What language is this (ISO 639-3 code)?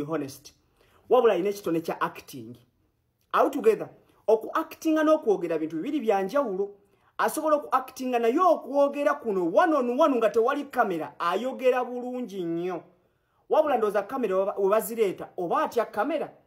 lug